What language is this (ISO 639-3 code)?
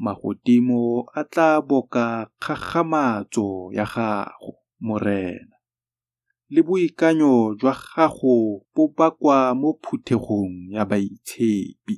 tsn